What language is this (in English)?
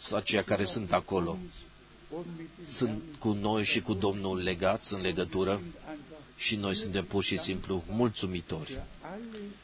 Romanian